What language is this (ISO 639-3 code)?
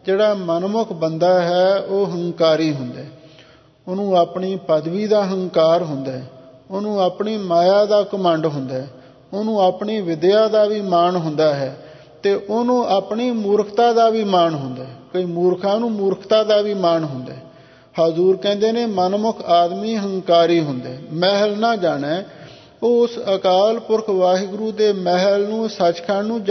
pan